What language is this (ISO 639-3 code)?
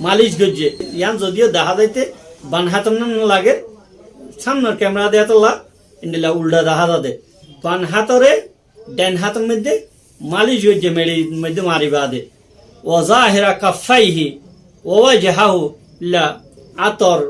rhg